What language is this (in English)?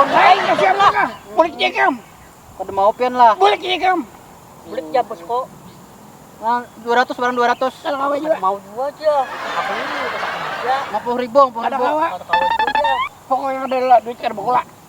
Banjar